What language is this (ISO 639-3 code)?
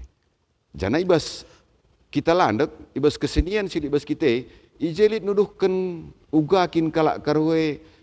btx